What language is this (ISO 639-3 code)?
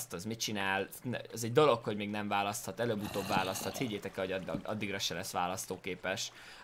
hun